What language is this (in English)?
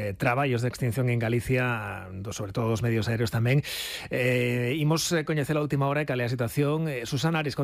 Galician